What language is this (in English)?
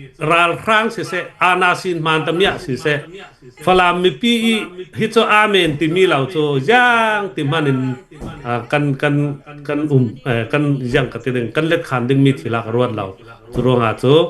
Hakha Chin